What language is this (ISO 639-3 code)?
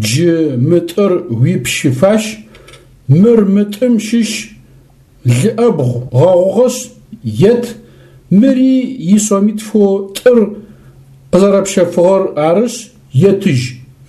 ady